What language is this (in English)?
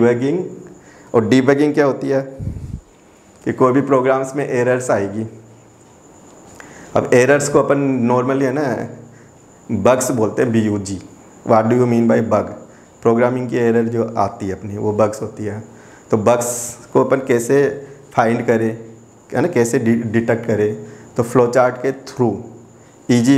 Hindi